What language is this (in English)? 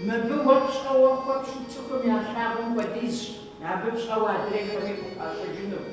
Kabardian